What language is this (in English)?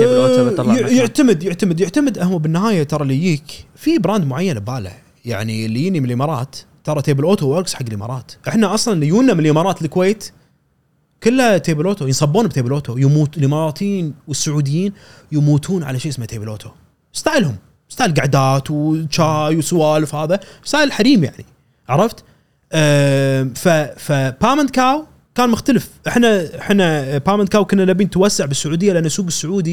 Gulf Arabic